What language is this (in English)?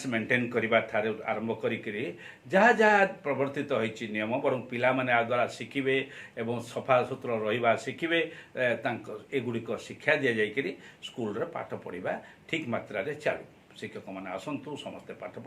Odia